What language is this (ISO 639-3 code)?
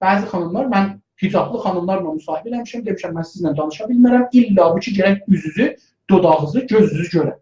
azb